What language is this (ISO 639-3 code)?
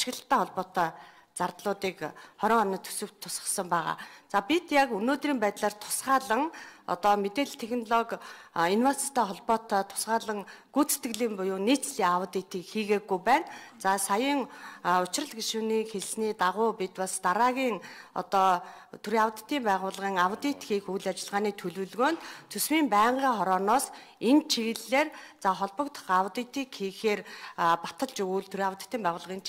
mon